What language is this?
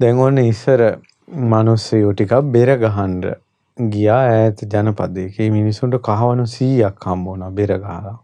Sinhala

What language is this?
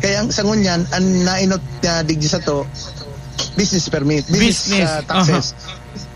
Bikol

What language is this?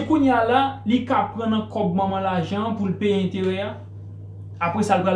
Haitian Creole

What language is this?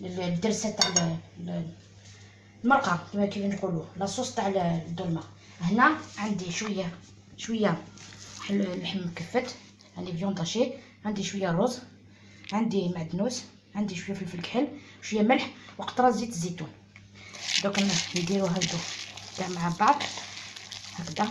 Algerian Arabic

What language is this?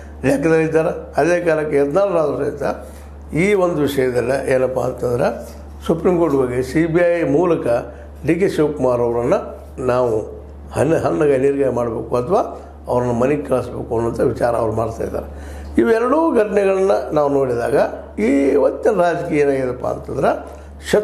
Kannada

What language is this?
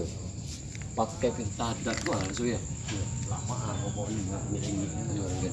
Minangkabau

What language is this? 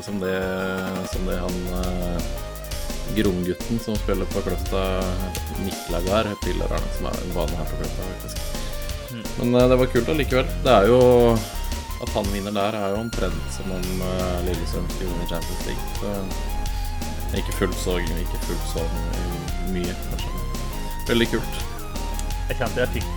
Norwegian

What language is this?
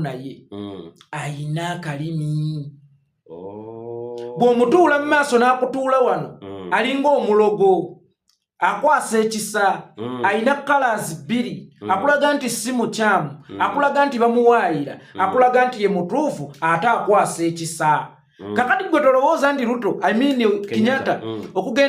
Ganda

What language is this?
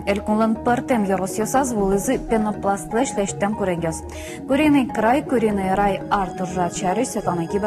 Udmurt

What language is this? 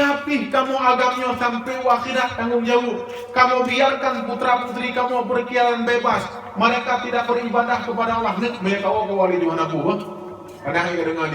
Achinese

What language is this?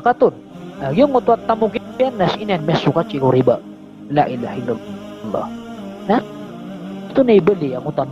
Maranao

